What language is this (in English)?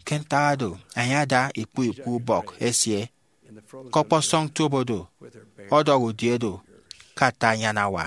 Efik